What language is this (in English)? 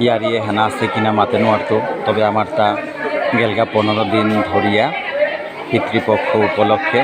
Bishnupriya